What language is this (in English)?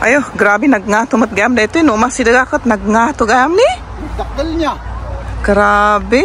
Iloko